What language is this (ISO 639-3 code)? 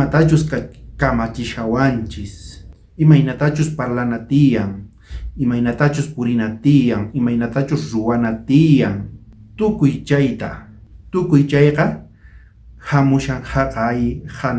quh